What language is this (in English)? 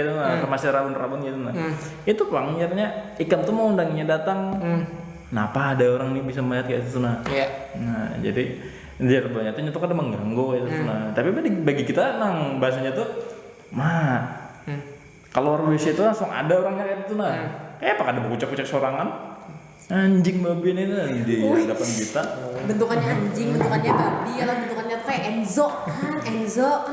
Banjar